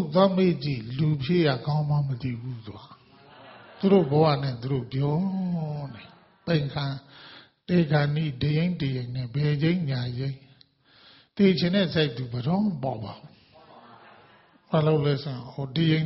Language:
Burmese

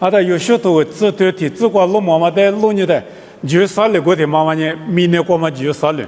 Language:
Lisu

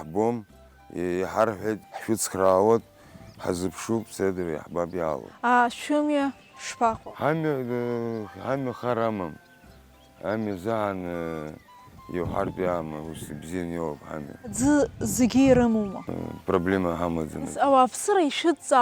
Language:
Abkhazian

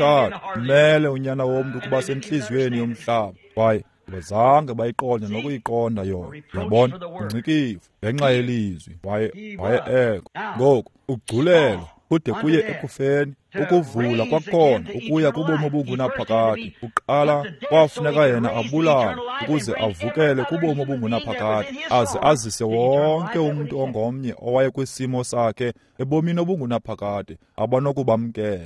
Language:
Xhosa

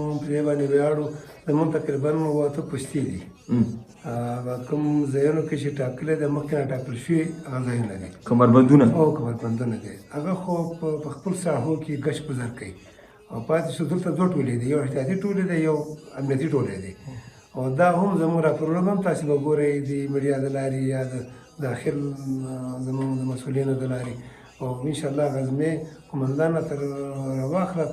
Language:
Pashto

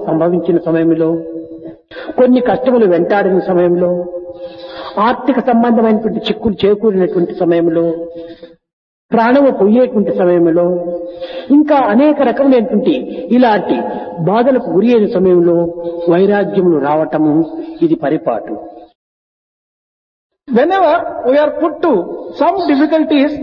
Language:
Telugu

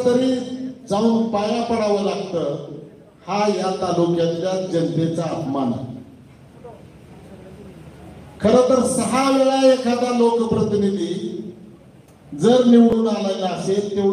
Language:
Marathi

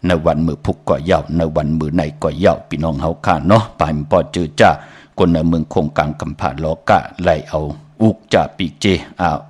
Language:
Shan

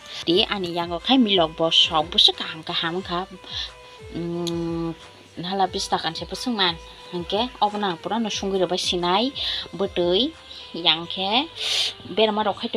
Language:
Kok Borok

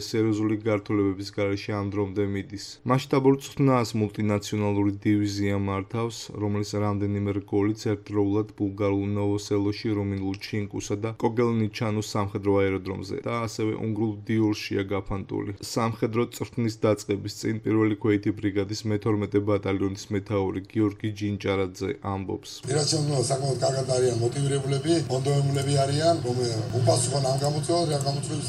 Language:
Georgian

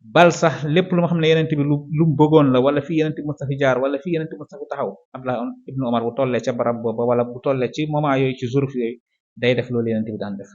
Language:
Wolof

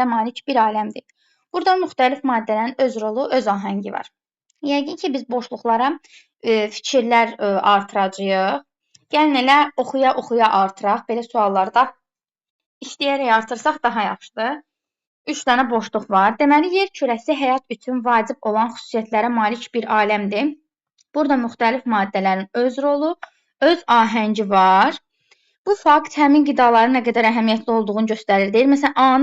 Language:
Azerbaijani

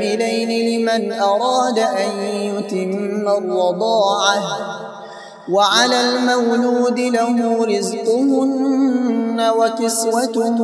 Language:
Arabic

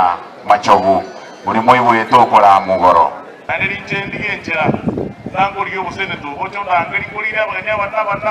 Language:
Gusii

